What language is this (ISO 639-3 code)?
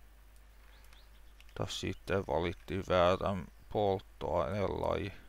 fin